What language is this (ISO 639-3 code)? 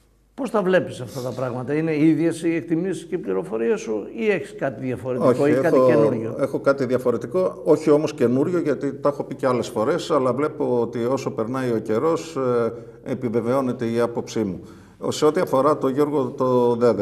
ell